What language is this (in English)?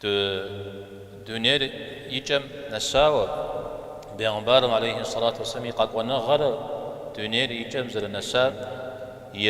Kabardian